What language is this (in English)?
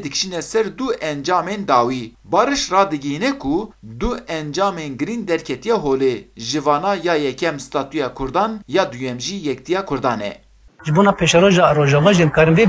Kurdish